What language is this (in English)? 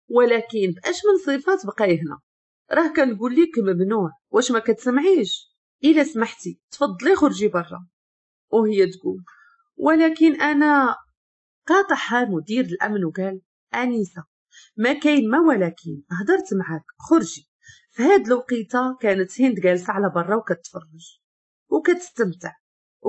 Moroccan Arabic